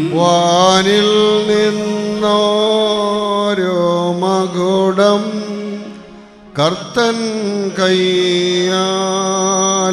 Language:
Malayalam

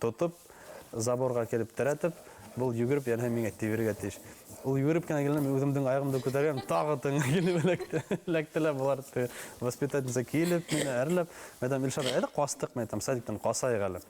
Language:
Bashkir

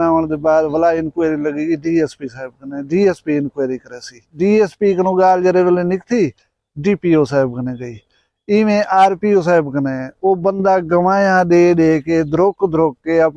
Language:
Saraiki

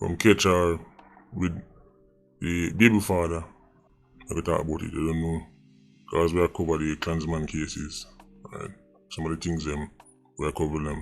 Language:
Jamaican Creole English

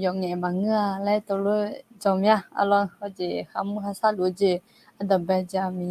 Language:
Akha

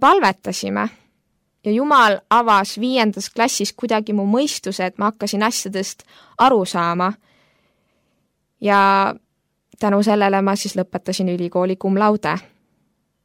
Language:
Estonian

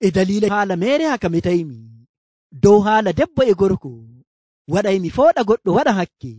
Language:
Nigerian Fulfulde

